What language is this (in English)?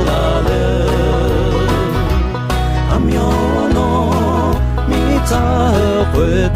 Akha